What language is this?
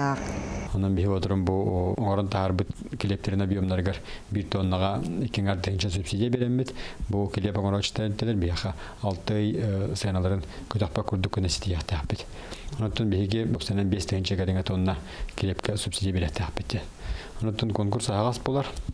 Yakut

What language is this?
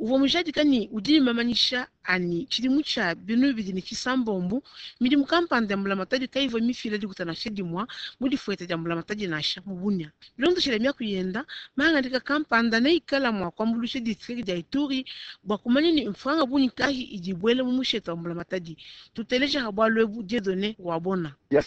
Luba-Lulua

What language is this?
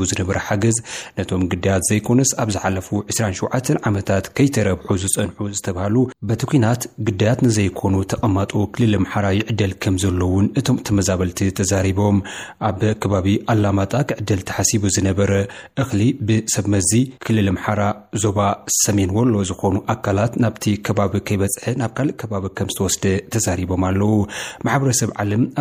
Tigrinya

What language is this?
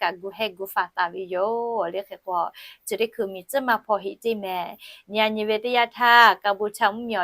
Lahu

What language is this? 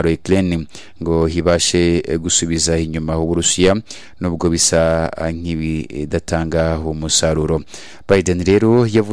Kinyarwanda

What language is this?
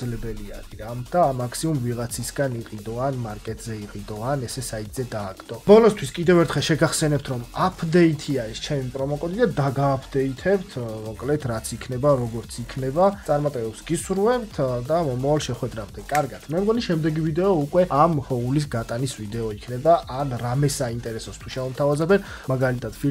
Georgian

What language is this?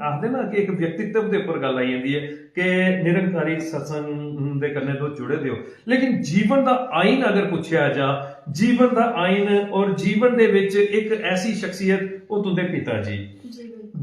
Dogri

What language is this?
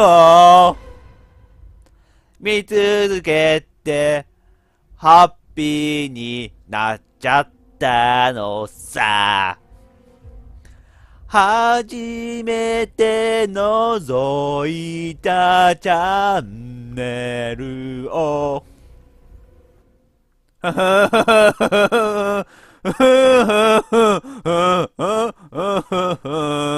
Japanese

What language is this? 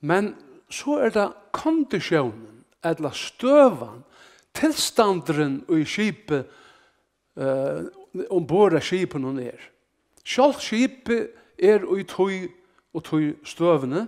Faroese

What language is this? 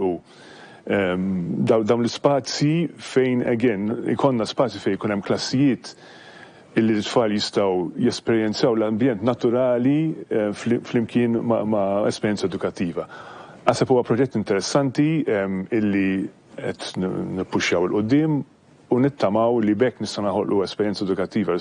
Maltese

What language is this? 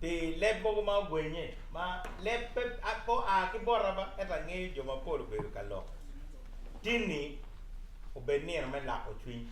Acoli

